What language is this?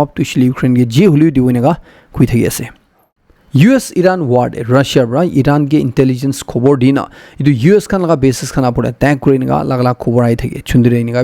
Naga Pidgin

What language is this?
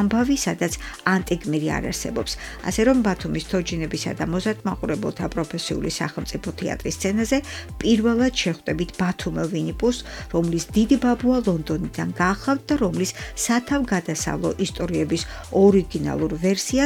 Georgian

